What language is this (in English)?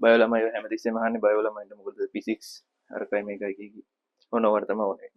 Sinhala